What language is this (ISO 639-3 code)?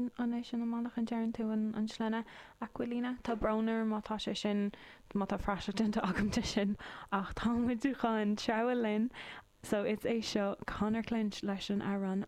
gle